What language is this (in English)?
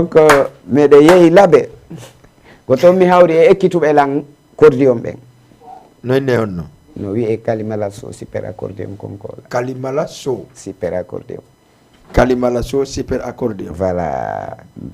Fula